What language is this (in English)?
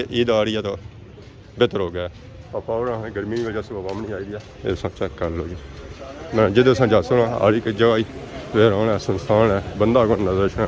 Pahari-Potwari